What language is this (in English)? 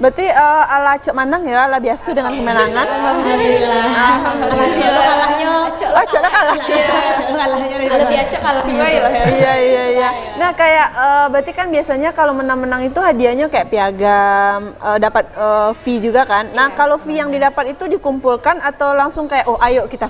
Minangkabau